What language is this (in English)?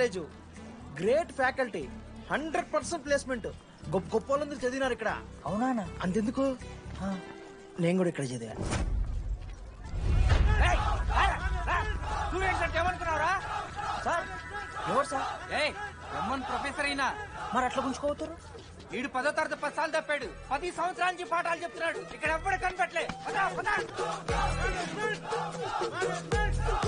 Telugu